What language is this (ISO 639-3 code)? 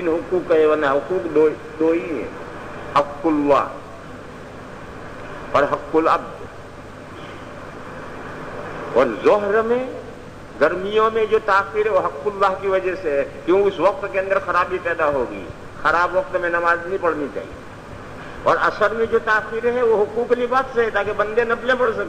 urd